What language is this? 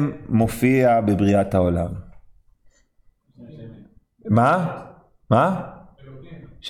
Hebrew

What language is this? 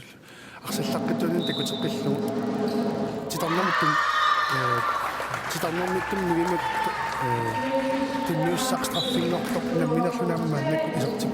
Kalaallisut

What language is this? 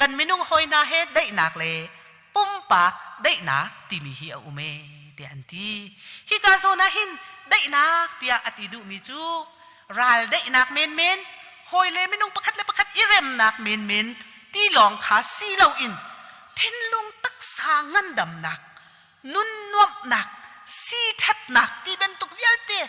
Hakha Chin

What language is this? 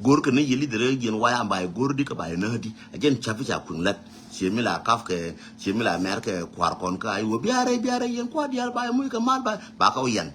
Nuer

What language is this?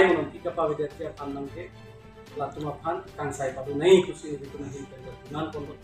Karbi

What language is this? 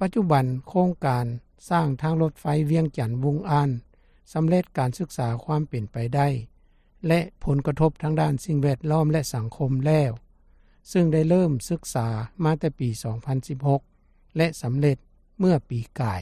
Lao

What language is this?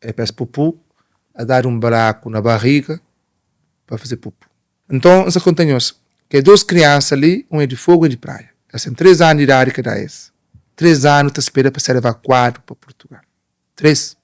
Kabuverdianu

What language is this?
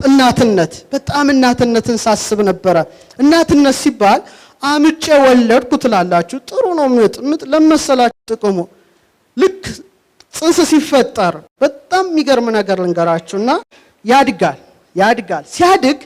Amharic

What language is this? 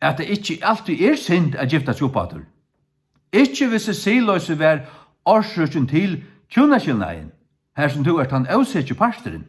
Faroese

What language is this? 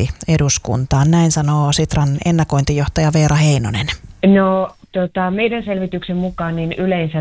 Finnish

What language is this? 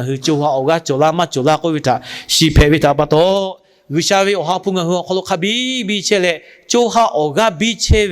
Lahu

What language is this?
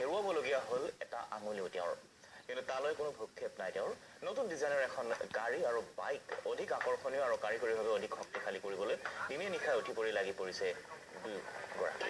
Assamese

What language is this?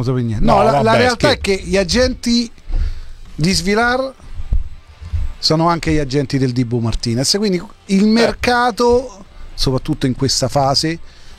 Italian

